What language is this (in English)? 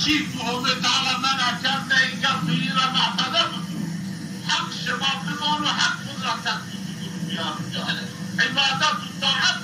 Zaza